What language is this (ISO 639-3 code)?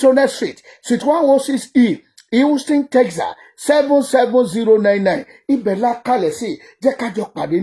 yor